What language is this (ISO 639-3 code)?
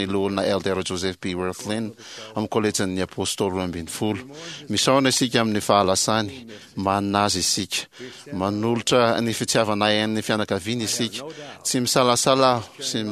mlg